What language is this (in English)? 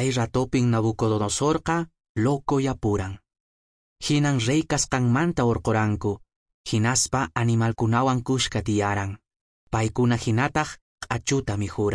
Quechua